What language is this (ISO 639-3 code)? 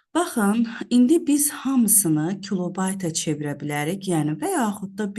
aze